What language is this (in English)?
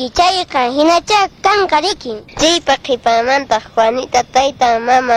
Quechua